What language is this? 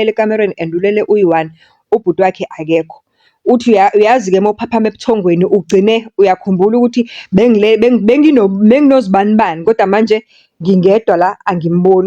Zulu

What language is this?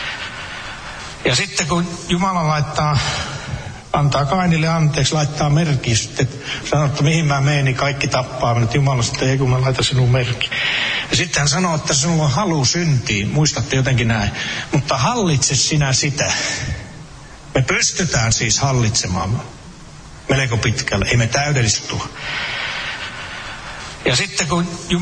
Finnish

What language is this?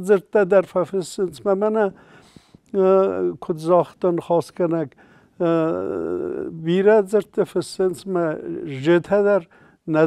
Ossetic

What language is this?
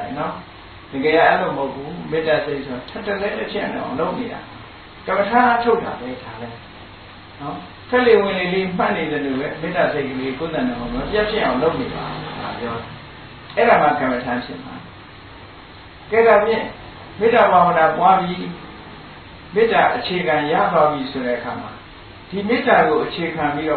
Burmese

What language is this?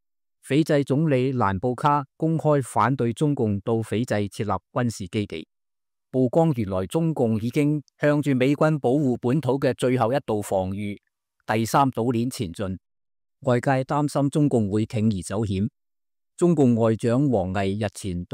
Cantonese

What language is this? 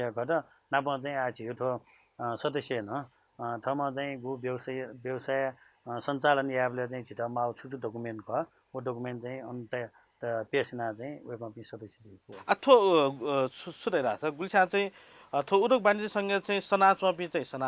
Newari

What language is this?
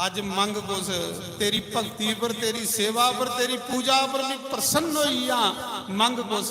Dogri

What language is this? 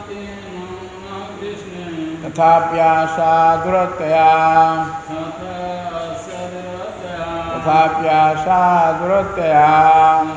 Odia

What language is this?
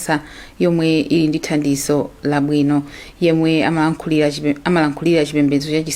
Nyanja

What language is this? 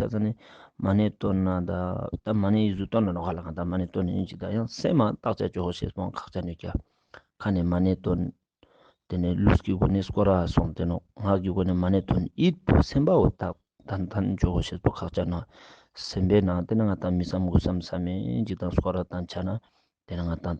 Ladakhi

